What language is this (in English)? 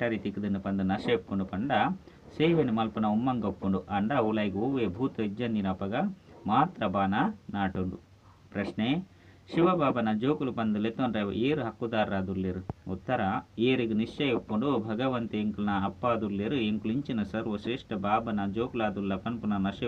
Tulu